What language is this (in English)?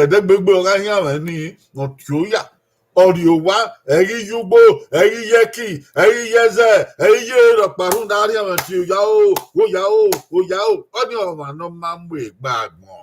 Bini